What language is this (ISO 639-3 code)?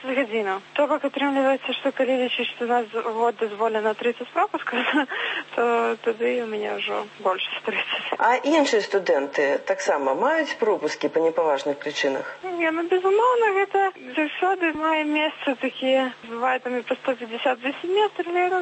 bel